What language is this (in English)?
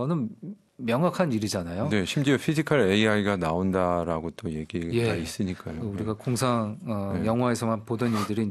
Korean